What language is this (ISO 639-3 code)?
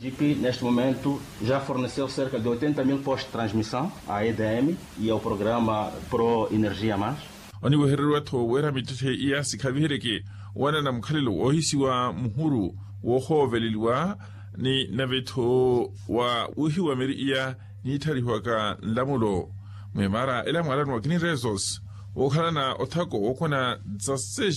vmw